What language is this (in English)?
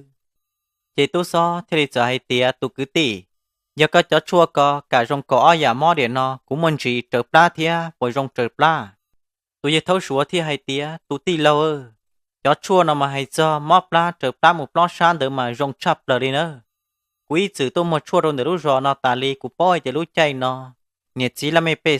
Hmong